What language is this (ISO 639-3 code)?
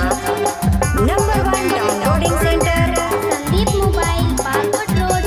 sck